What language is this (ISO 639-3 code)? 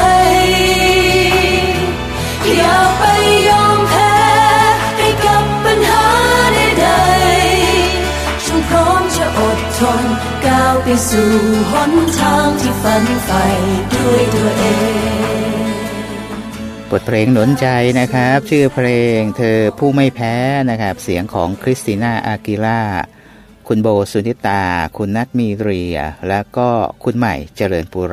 tha